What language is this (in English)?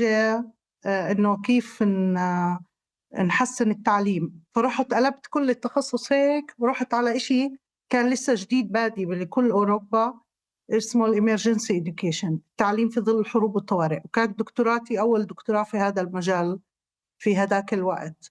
North Levantine Arabic